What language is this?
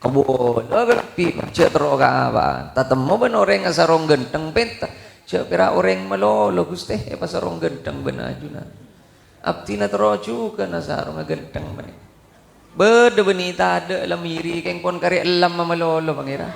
Madurese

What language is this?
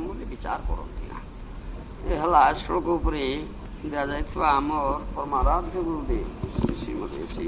Odia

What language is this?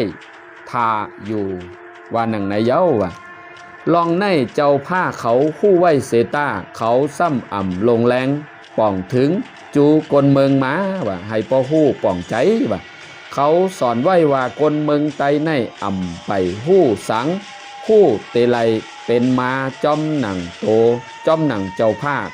Shan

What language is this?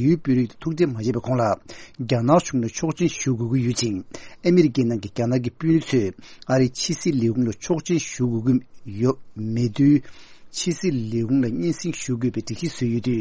Tibetan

